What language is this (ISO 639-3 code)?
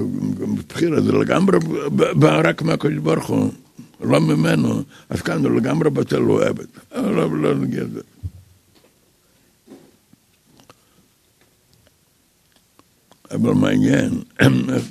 heb